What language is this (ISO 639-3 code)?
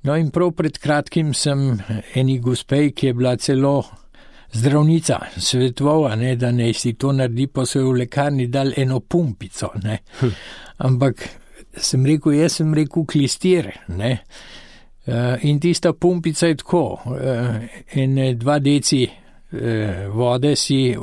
slv